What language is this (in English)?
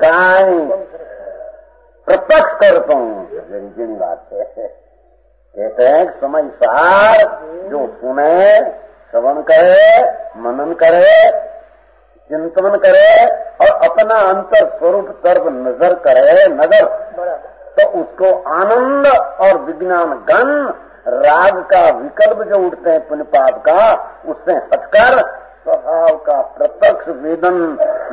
Hindi